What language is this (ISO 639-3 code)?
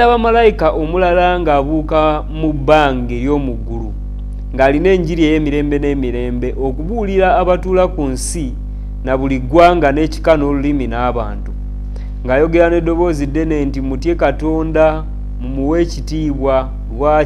lug